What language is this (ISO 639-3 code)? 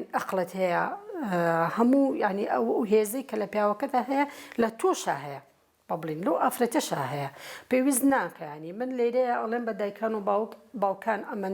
ckb